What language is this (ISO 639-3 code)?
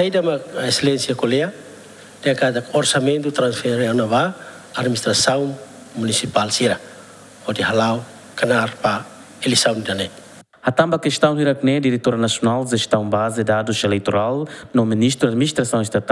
tet